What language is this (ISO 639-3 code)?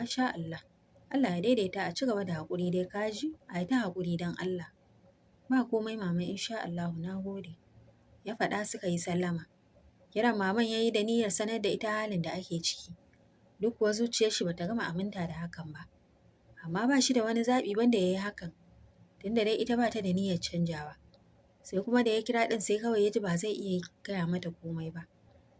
hau